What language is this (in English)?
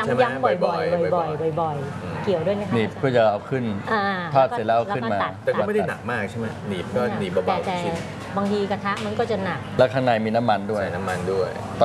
Thai